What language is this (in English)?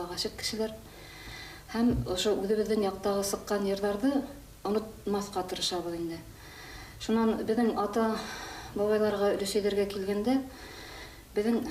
Bashkir